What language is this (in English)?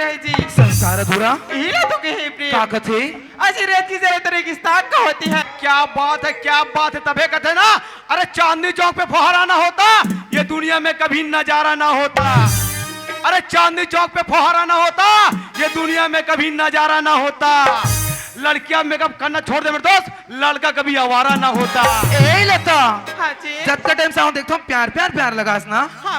Chhattisgarhi